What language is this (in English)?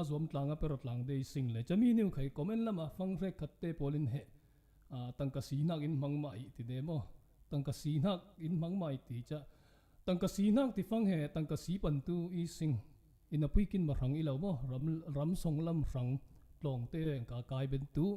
Falam Chin